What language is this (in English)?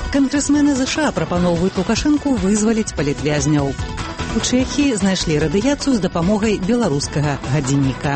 Belarusian